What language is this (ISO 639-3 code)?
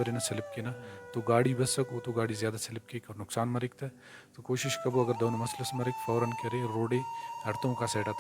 brh